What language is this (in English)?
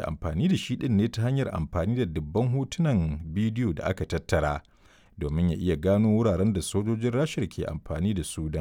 Hausa